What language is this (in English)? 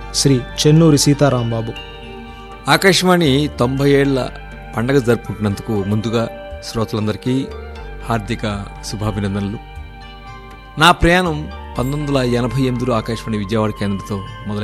Telugu